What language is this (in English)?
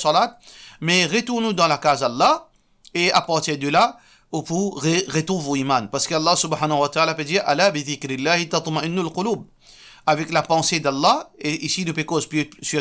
Morisyen